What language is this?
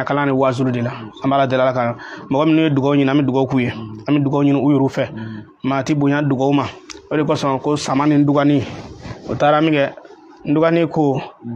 Bambara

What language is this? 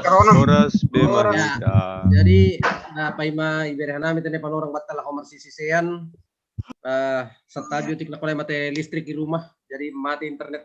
Batak Simalungun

